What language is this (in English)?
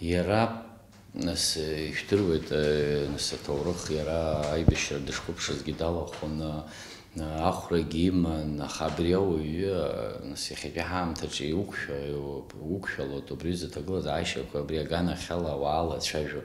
Abkhazian